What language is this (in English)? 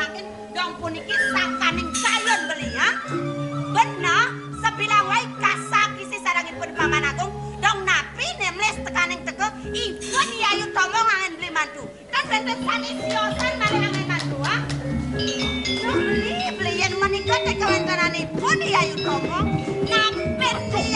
Balinese